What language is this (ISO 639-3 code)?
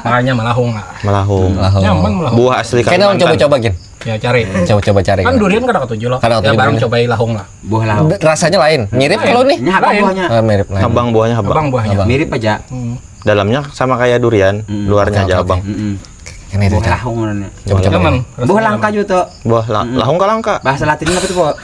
bjn